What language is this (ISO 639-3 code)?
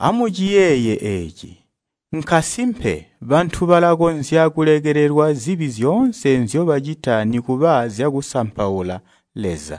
toi